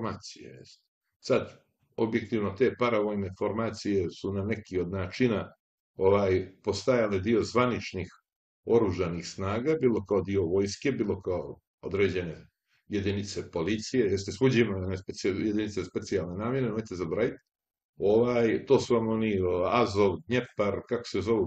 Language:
Serbian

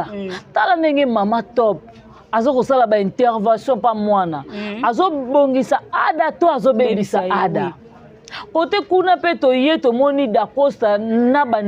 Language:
Lingala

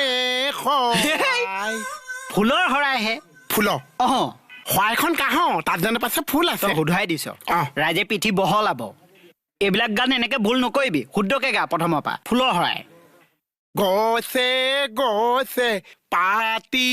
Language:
Assamese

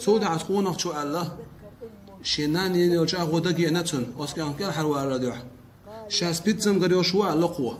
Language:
Chechen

